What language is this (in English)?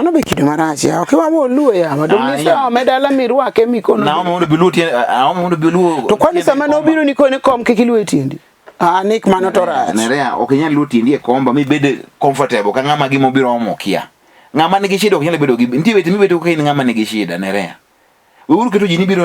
Luo (Kenya and Tanzania)